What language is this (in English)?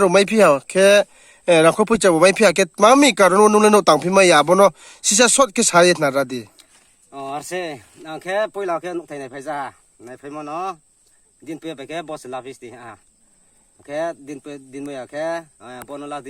Riang (India)